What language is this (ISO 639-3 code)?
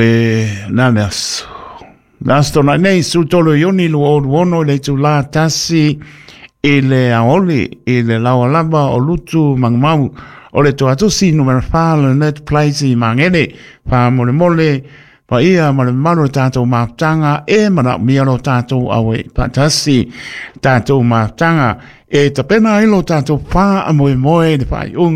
smo